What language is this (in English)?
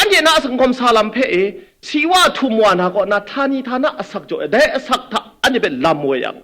Kachin